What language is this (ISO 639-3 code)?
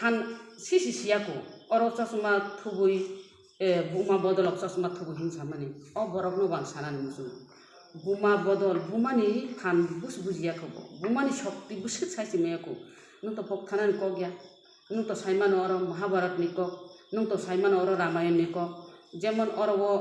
trp